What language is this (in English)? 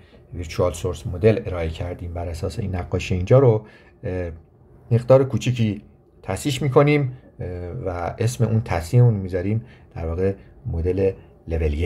Persian